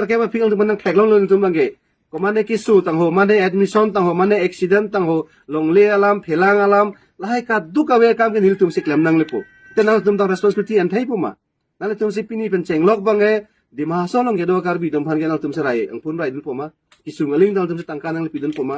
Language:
Karbi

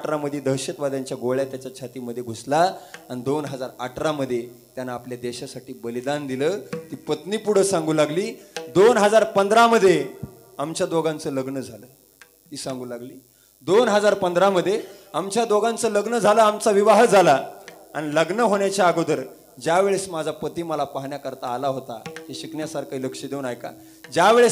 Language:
Marathi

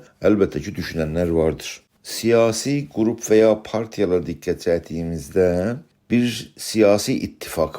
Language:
South Azerbaijani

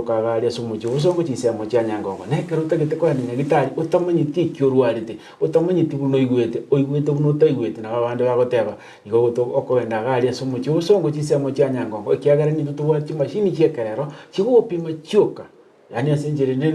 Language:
Gusii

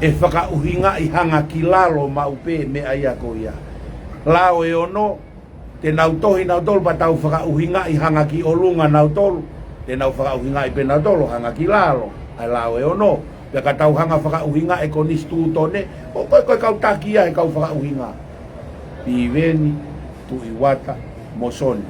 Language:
Tongan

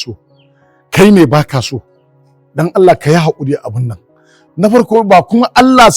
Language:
Hausa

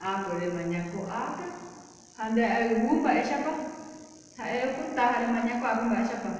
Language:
Guarani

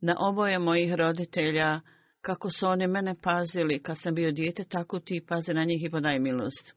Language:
Bosnian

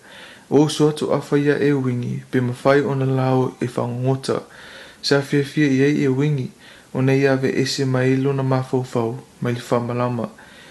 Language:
Samoan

